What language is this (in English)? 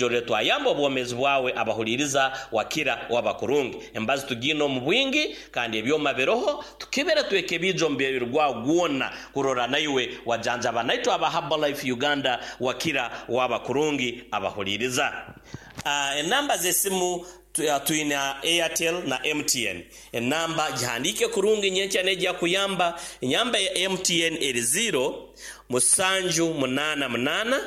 Nyoro